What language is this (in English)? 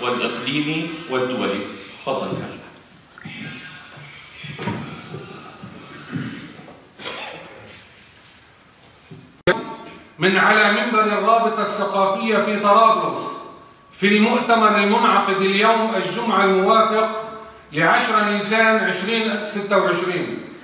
North Levantine Arabic